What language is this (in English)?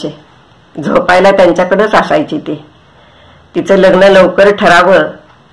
Marathi